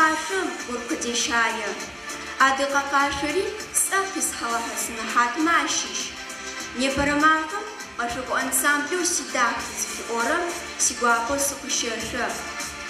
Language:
Adyghe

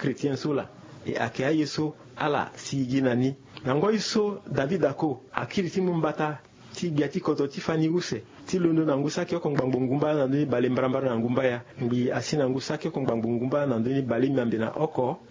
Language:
Sango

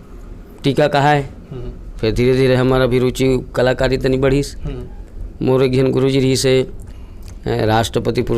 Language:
Chhattisgarhi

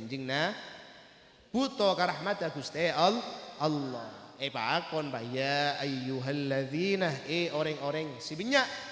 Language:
Madurese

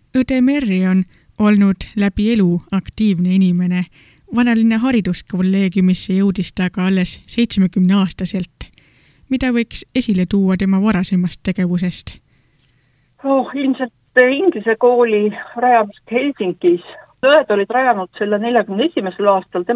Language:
Estonian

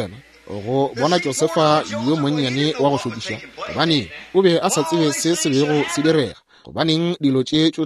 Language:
Northern Sotho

